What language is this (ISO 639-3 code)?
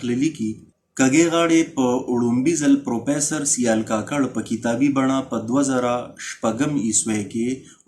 pus